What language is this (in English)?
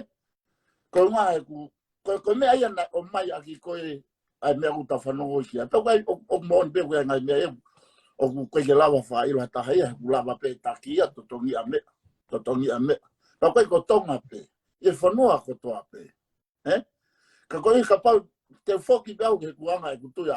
Tongan